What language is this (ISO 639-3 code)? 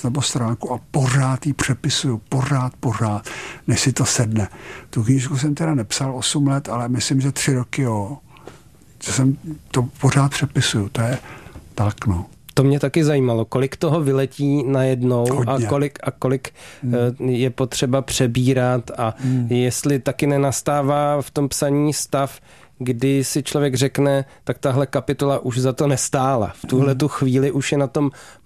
ces